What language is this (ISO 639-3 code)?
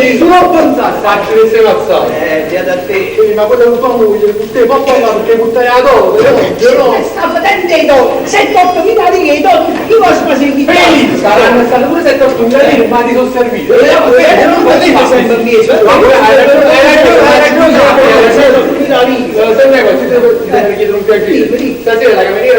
nap